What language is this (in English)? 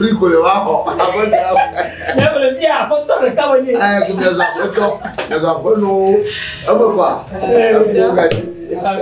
Ewe